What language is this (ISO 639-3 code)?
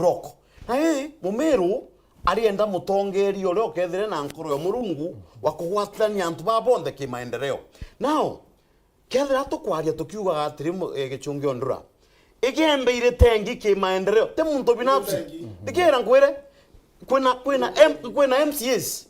mer